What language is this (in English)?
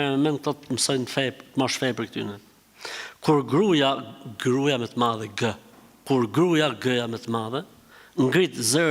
Albanian